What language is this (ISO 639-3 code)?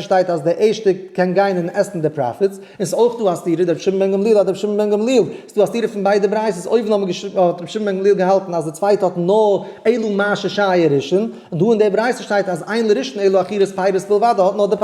yid